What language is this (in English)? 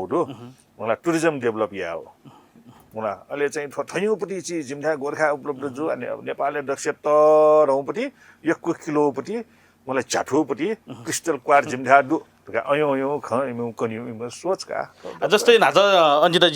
Newari